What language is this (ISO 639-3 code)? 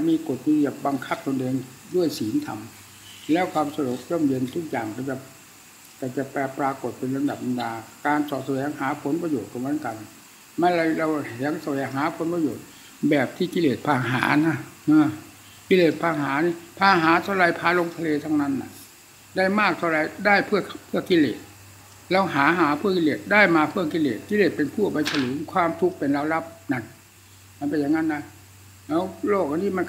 tha